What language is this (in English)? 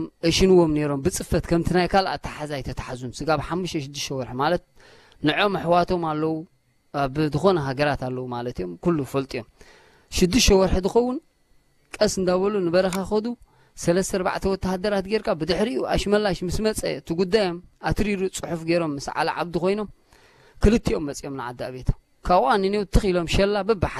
Tigrinya